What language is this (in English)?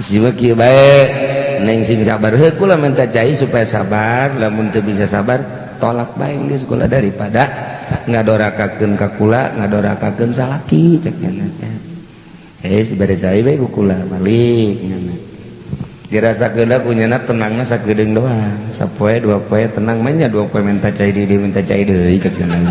Sundanese